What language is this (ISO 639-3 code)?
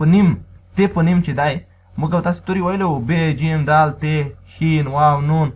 pus